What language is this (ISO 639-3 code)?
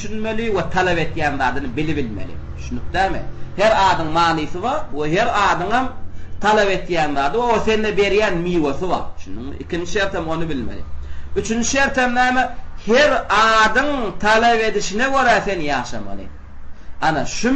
tuk